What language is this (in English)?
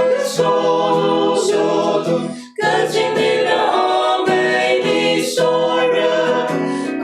Tangkhul Naga (India)